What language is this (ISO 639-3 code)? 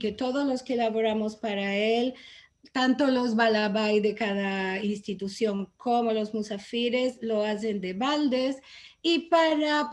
lad